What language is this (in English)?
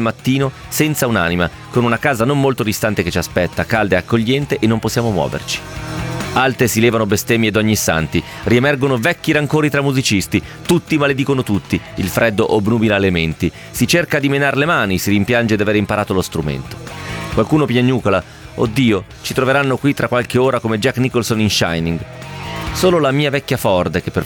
Italian